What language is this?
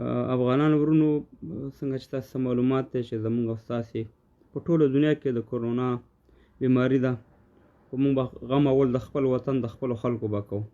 Pashto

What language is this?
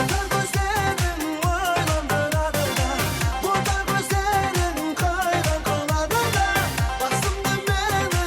Kara-Kalpak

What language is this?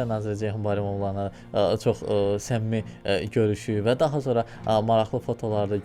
Azerbaijani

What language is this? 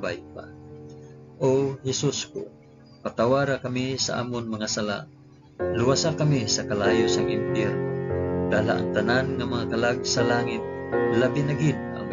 Hiligaynon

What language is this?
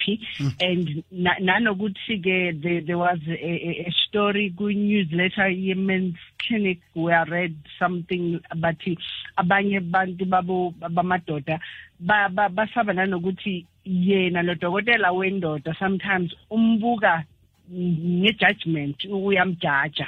South Ndebele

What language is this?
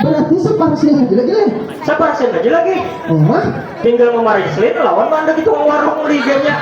Banjar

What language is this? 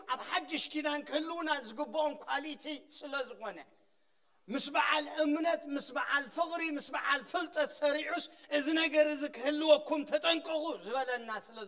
Tigrinya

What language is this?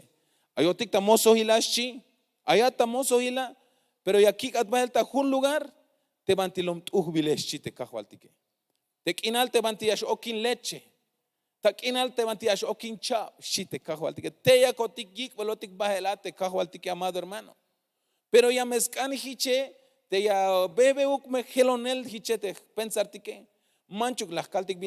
Tzeltal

